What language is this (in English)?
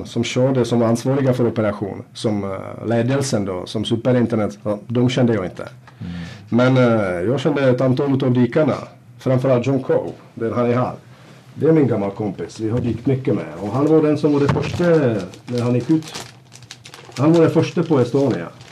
Swedish